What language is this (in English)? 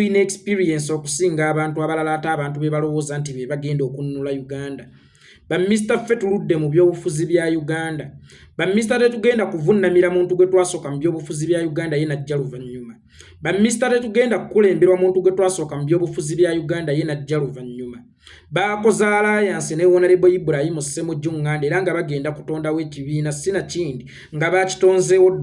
Ganda